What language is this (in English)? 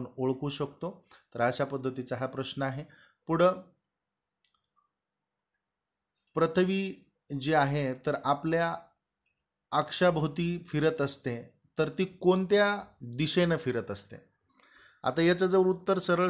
Marathi